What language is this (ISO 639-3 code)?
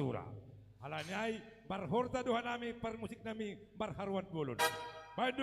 bts